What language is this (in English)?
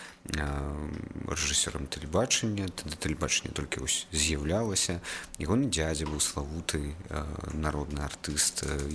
Belarusian